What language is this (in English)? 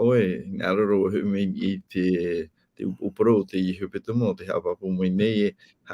Tahitian